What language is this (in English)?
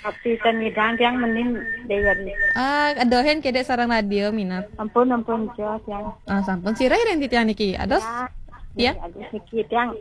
Balinese